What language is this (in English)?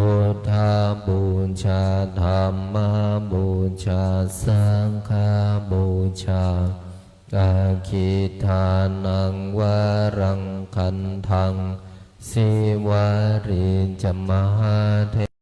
Pali